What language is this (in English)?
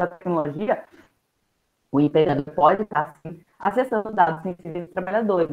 Portuguese